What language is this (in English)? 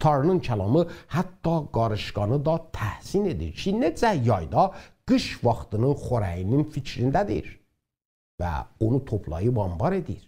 South Azerbaijani